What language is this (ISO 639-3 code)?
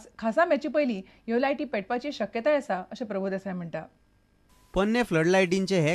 kok